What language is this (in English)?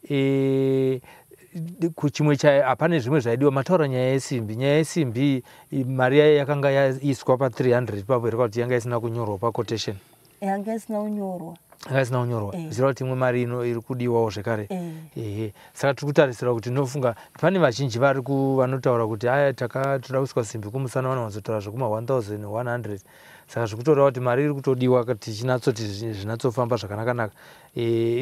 Shona